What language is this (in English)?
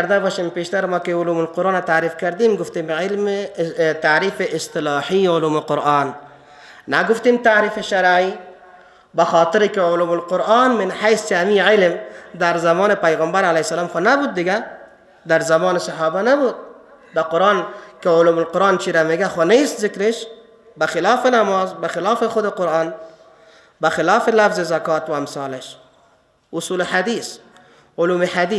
Persian